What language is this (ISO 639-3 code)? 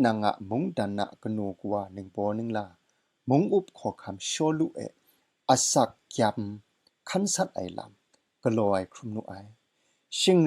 kac